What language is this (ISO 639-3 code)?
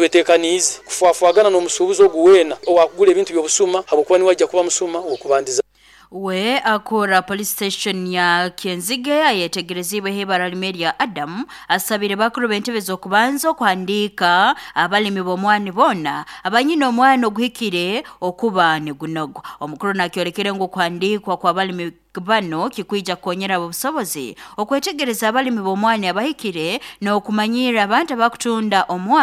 nyo